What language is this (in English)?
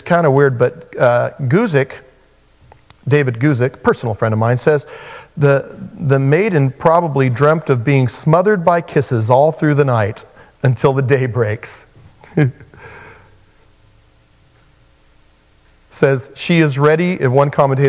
English